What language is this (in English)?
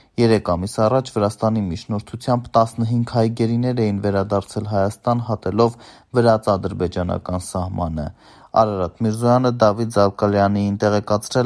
Armenian